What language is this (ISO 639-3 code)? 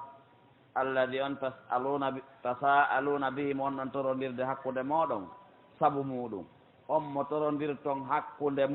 ful